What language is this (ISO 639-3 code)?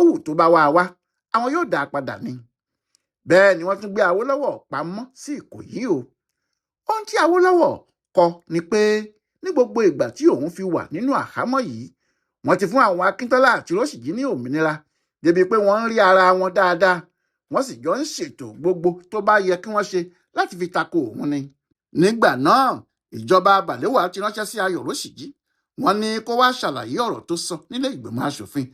yor